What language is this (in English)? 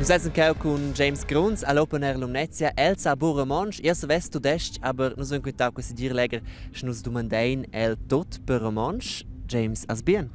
Romansh